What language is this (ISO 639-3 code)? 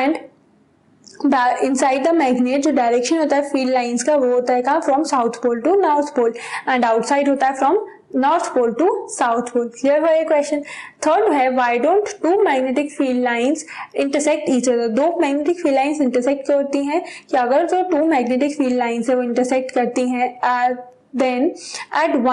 hin